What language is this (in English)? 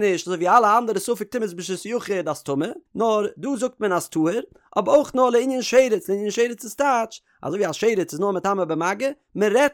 Yiddish